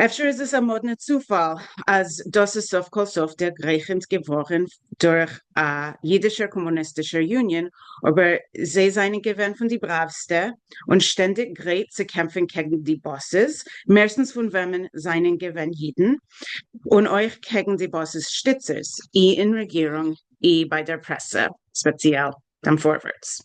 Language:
Yiddish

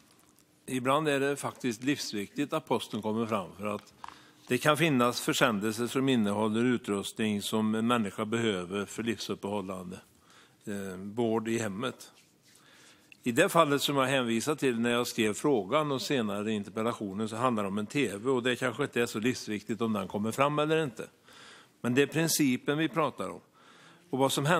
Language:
Swedish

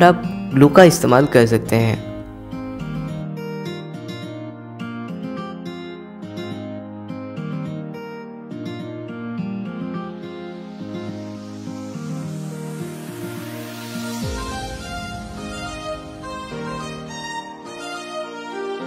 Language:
Hindi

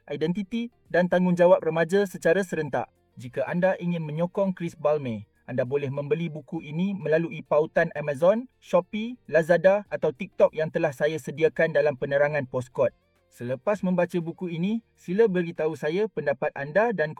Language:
Malay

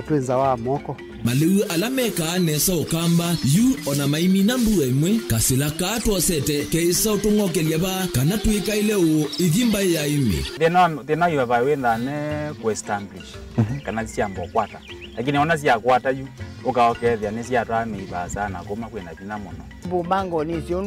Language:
Kamba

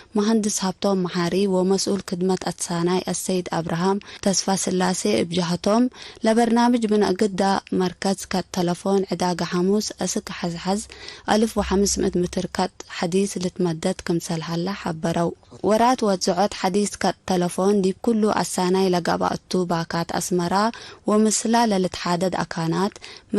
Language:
Tigre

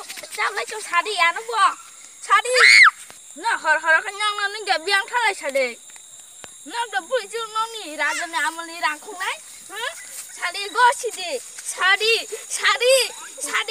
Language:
Kok Borok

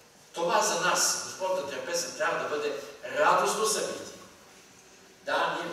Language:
Bulgarian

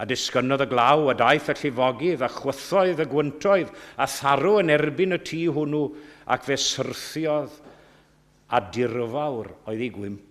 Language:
Welsh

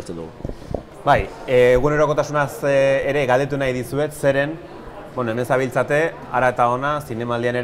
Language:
Basque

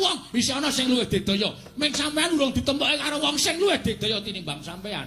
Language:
Javanese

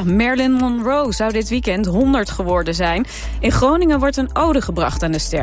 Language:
Dutch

